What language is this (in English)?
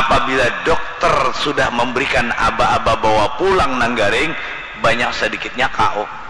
Banjar